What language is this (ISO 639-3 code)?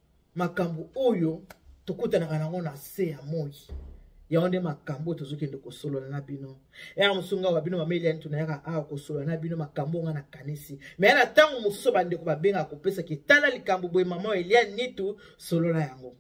lin